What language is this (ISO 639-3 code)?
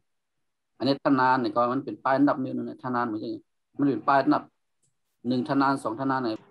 shn